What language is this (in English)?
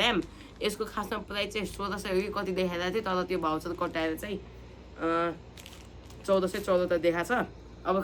Nepali